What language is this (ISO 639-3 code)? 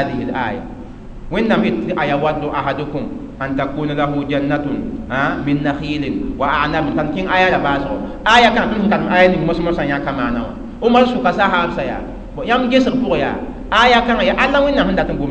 mos